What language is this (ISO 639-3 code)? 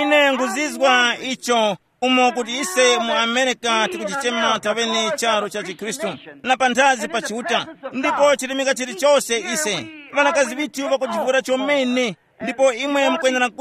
tum